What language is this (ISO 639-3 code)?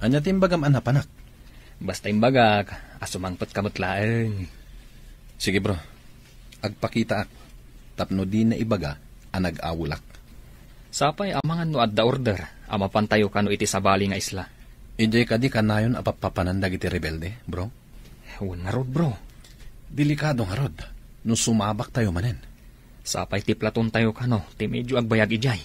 ilo